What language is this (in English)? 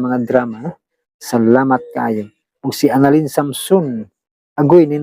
Cebuano